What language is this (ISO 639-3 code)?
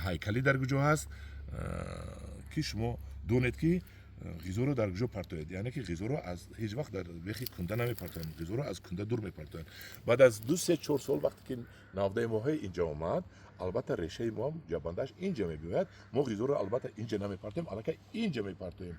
tgk